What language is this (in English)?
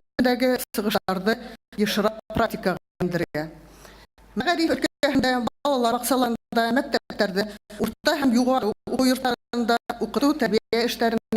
Bashkir